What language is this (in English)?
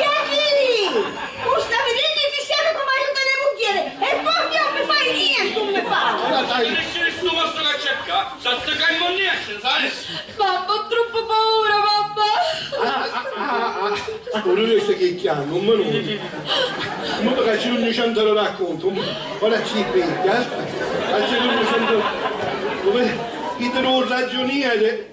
Sicilian